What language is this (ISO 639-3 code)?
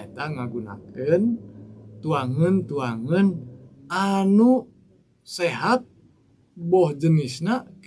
sun